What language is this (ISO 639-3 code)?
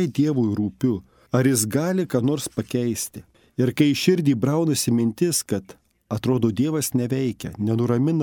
lit